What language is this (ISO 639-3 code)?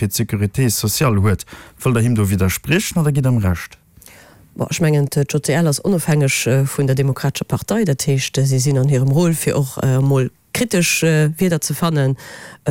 ltz